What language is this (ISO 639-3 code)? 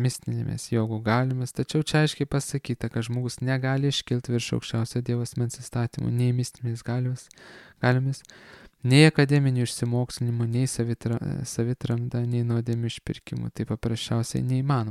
lit